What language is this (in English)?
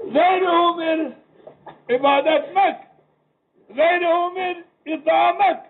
Zaza